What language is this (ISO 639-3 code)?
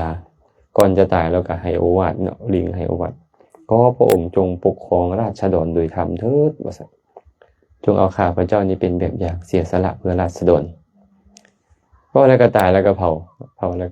lao